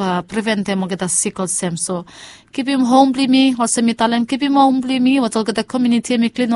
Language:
Bislama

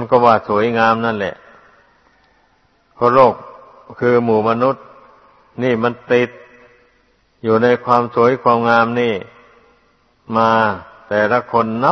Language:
Thai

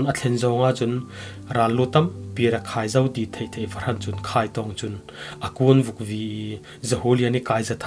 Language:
Falam Chin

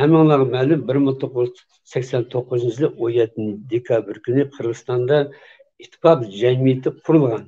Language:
Uyghur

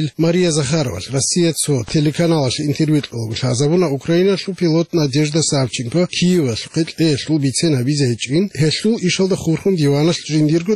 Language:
Avaric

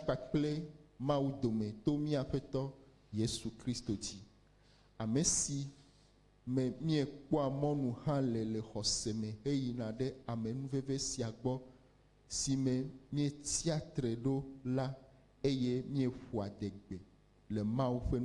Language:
Ewe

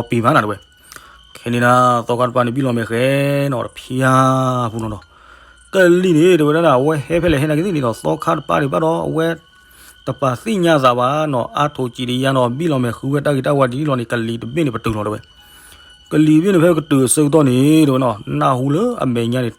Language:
S'gaw Karen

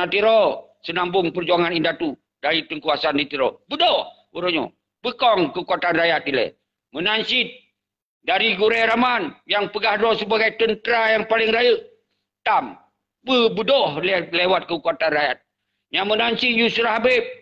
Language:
Achinese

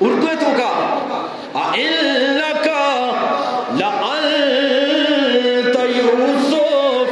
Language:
Eastern Balochi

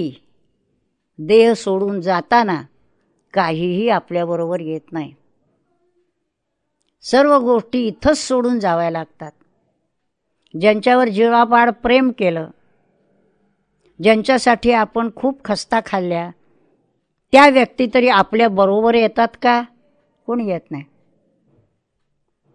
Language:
Marathi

